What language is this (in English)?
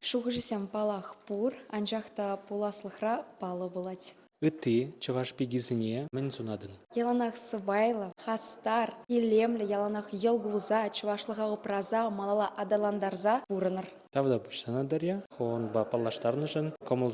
Chuvash